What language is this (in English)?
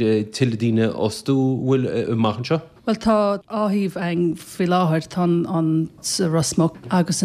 Irish